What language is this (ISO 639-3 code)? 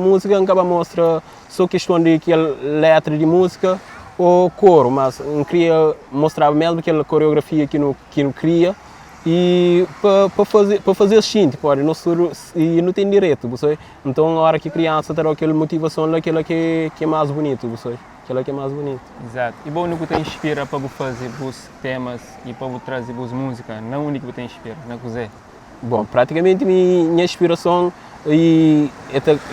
kea